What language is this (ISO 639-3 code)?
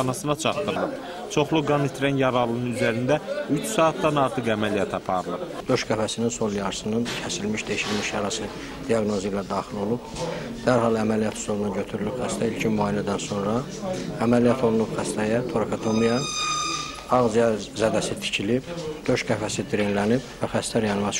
aze